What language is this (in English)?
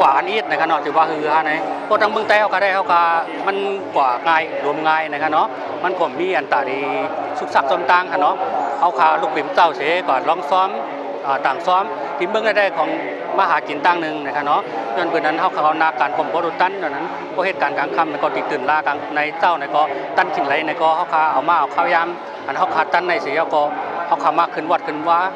Shan